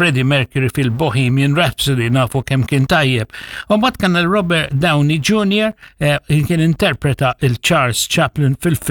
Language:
Maltese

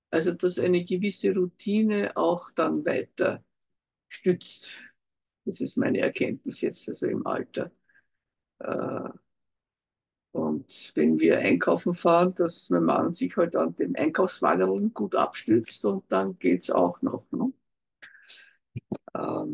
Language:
German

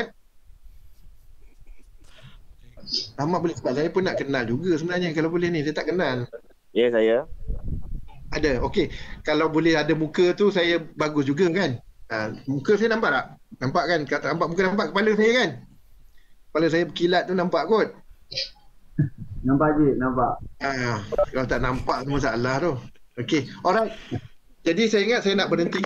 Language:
Malay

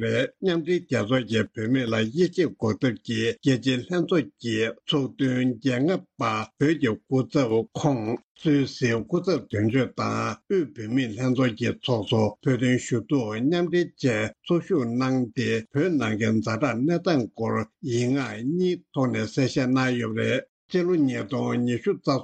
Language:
Tibetan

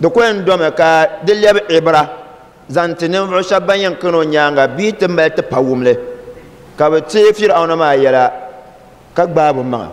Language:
Dagbani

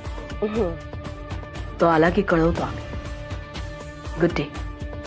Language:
Marathi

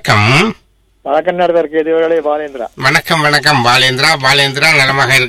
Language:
Tamil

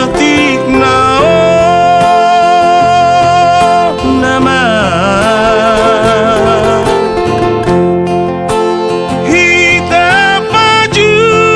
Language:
Batak Toba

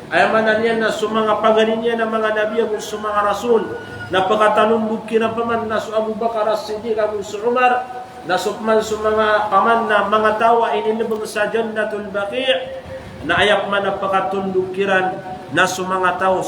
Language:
Maranao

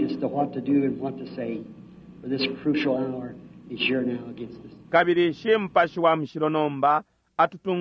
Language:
Bemba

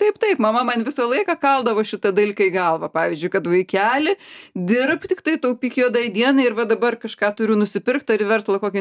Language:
Lithuanian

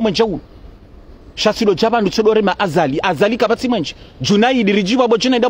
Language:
Ngazidja Comorian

